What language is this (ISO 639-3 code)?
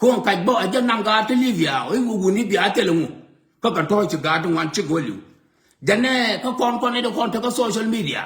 nus